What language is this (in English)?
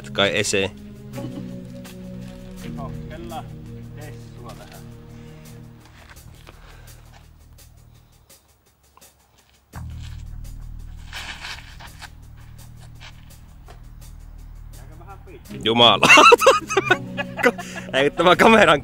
Finnish